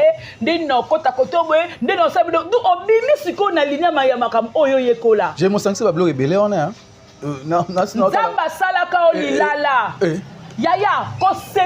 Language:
Lingala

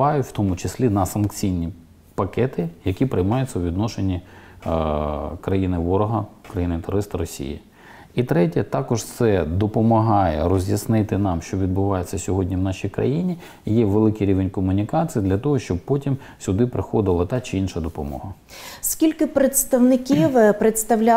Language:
Ukrainian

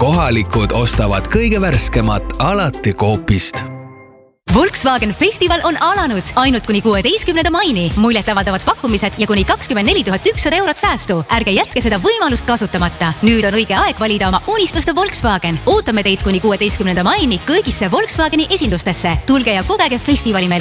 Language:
Estonian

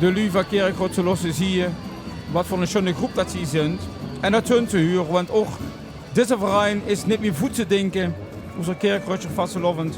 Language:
Limburgish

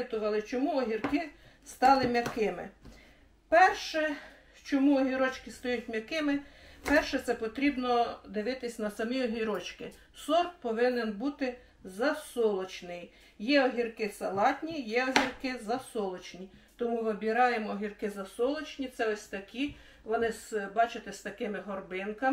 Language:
Ukrainian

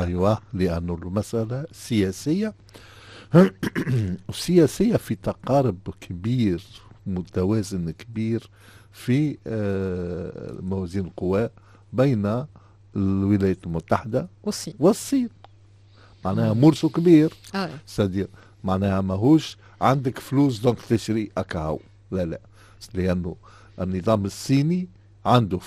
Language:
Tunisian Arabic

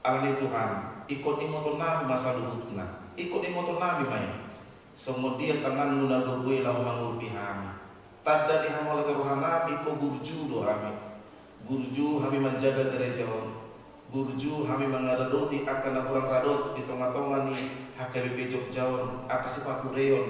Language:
Batak Toba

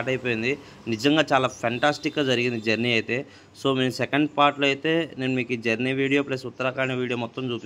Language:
Telugu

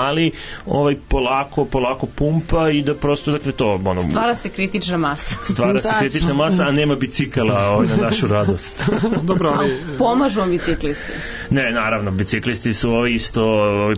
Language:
Serbian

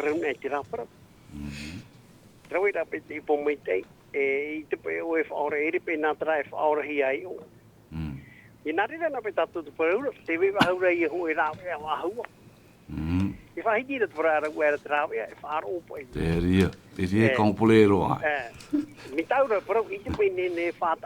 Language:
Tahitian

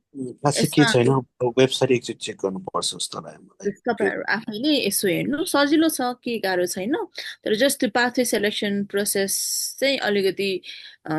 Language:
Nepali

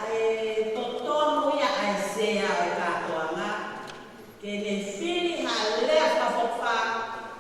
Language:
Tongan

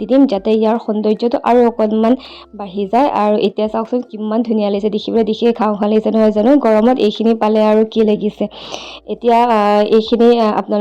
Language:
Assamese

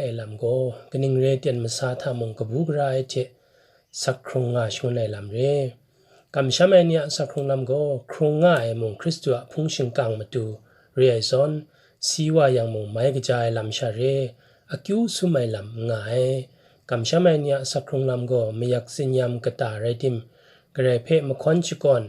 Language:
Kachin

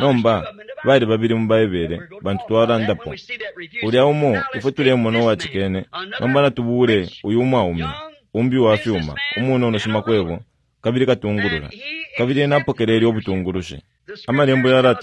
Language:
Bemba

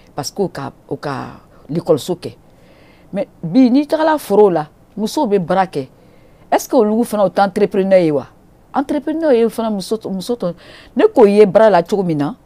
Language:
Bambara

